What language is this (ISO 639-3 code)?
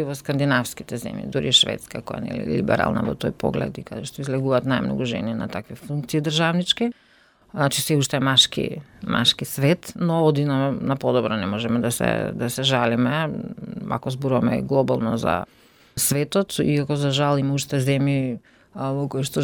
mkd